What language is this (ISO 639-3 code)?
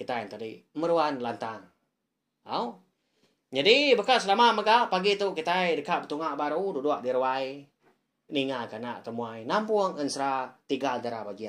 iba